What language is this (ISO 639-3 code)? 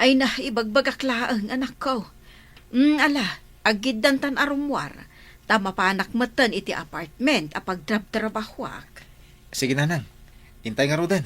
ilo